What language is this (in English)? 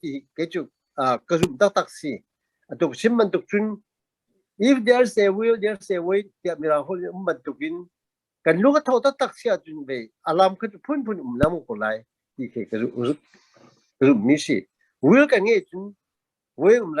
Hakha Chin